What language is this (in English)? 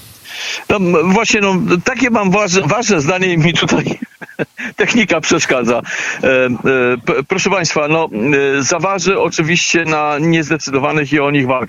Polish